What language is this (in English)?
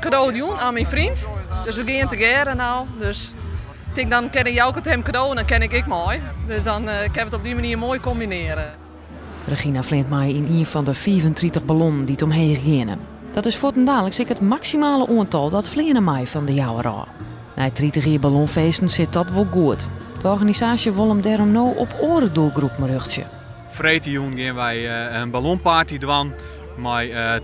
Western Frisian